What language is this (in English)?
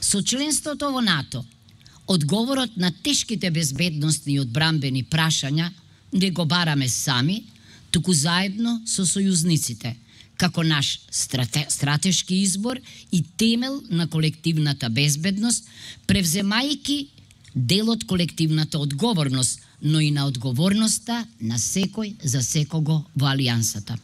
Macedonian